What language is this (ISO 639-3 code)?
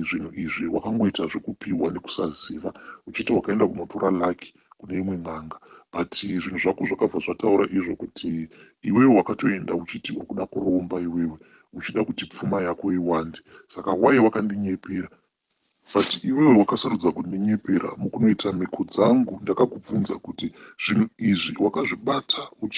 sna